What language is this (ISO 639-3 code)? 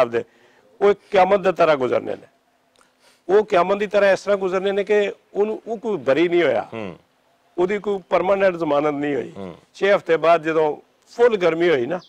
lah